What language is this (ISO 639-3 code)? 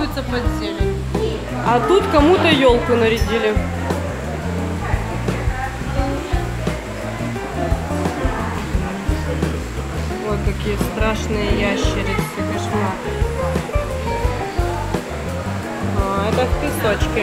rus